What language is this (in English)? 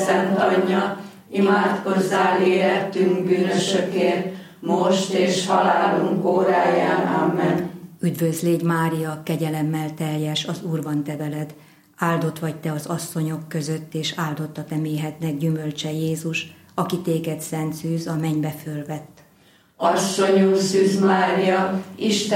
Hungarian